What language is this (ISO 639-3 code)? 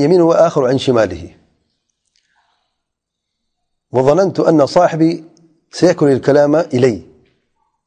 urd